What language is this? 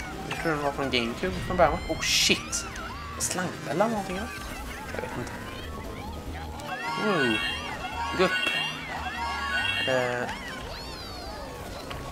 Swedish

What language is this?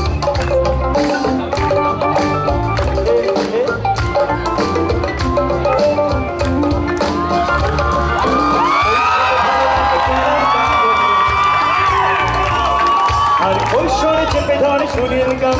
Bangla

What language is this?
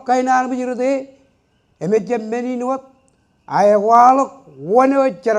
Marshallese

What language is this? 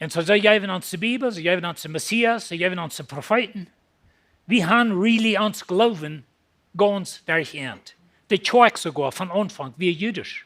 Plautdietsch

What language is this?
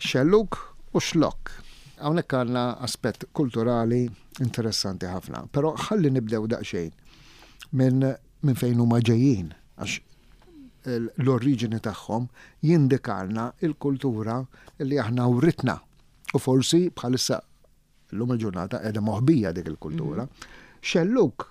Maltese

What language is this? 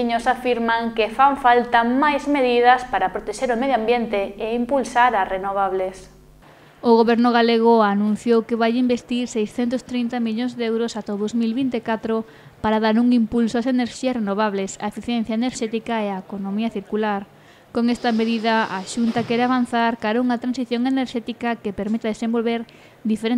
Galician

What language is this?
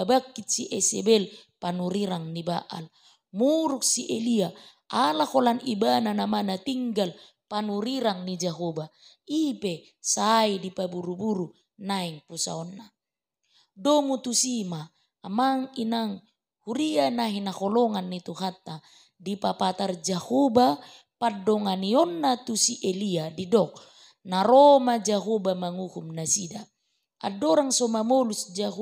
Batak Toba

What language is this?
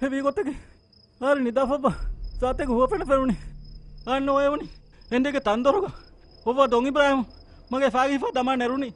Divehi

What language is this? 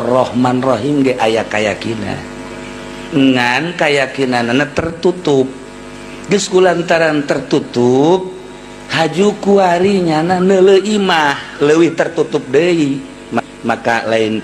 Sundanese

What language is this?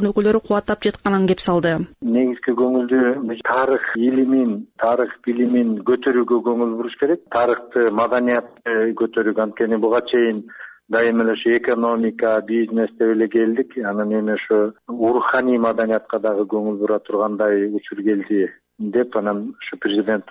Kyrgyz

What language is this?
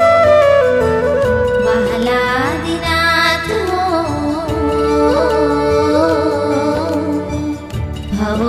Gujarati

